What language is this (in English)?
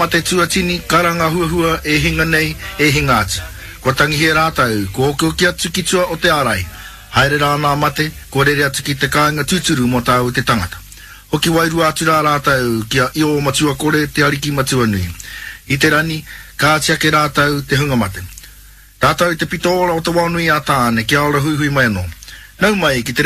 Māori